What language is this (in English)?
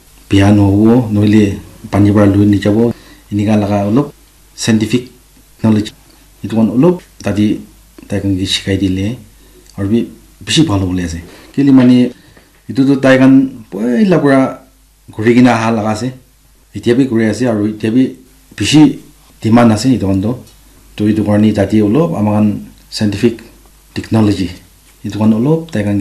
Naga Pidgin